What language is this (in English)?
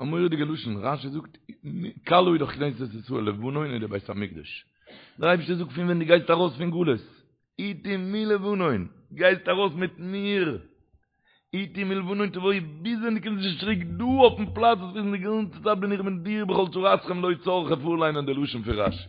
Yiddish